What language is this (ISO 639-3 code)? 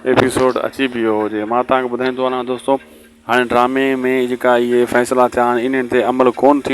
snd